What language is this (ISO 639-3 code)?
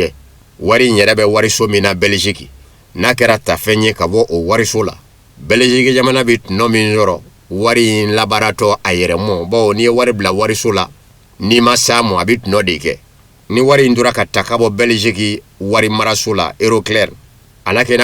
bam